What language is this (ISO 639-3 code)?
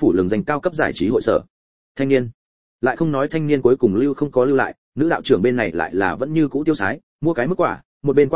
vie